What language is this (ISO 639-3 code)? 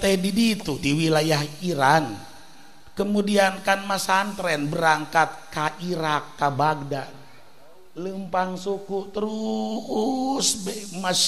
sun